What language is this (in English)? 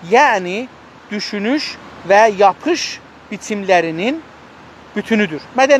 South Azerbaijani